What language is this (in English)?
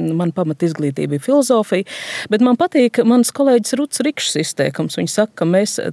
Latvian